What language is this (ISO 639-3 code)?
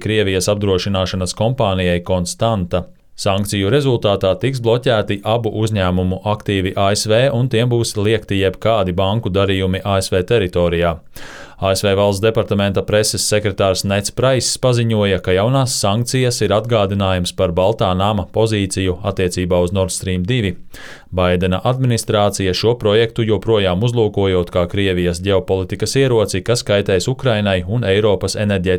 lav